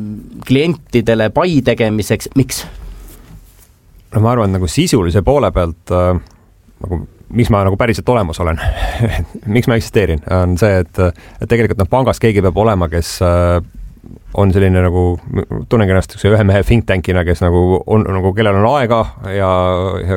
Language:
Estonian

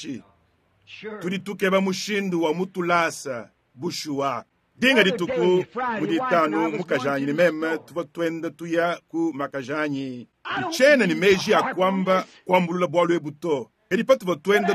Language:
Luba-Lulua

